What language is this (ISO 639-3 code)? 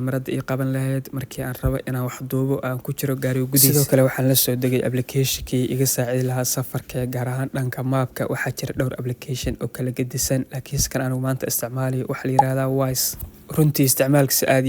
som